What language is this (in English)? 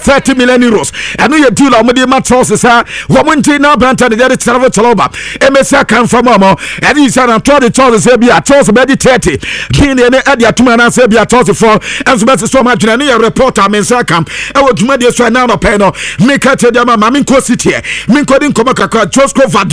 Akan